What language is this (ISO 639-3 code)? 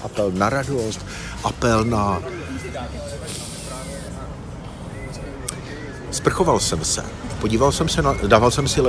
ces